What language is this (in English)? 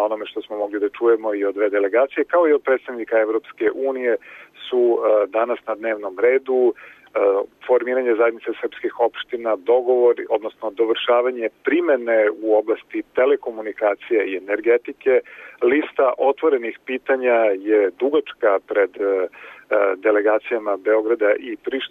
Serbian